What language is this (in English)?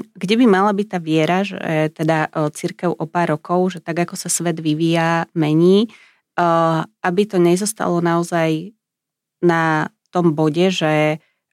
Slovak